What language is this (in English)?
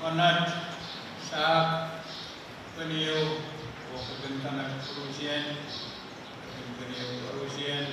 Pohnpeian